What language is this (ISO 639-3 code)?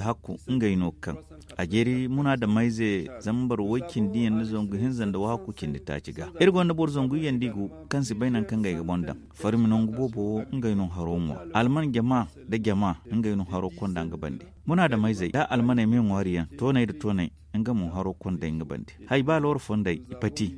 dje